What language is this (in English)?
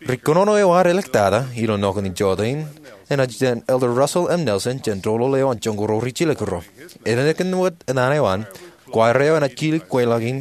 Marshallese